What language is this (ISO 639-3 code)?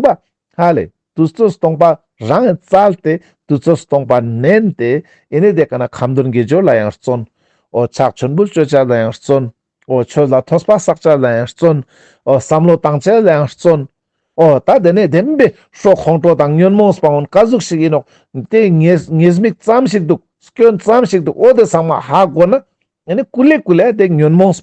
lbj